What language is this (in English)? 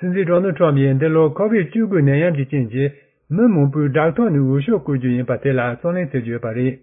Tibetan